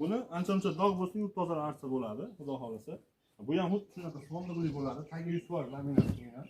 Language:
Uzbek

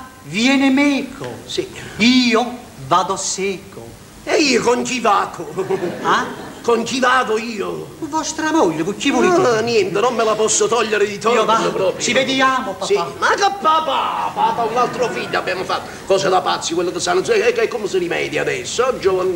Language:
Italian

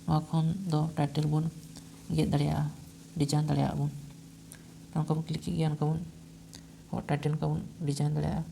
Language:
Santali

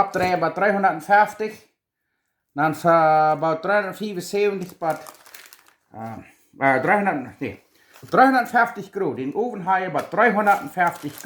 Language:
Plautdietsch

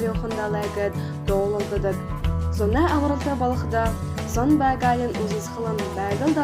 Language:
Buriat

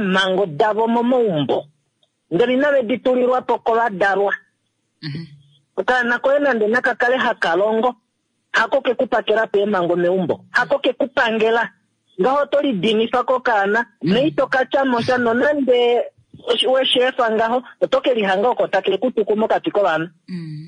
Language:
Kuanyama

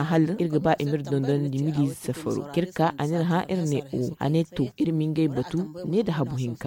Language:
Zarma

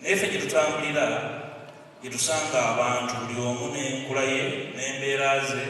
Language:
Ganda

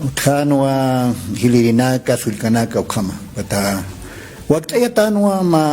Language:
Aymara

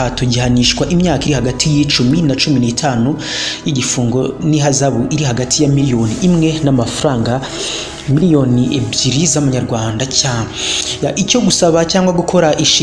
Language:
Kinyarwanda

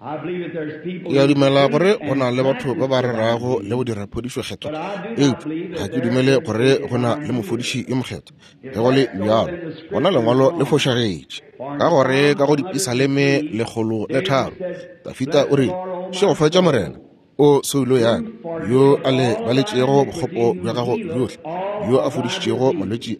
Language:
Northern Sotho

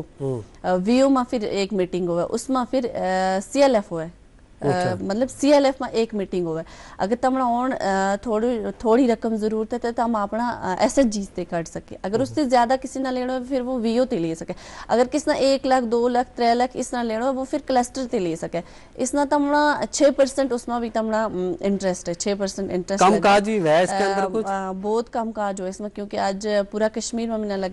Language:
Gujari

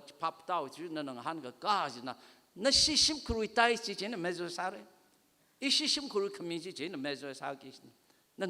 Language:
Tangkhul Naga (India)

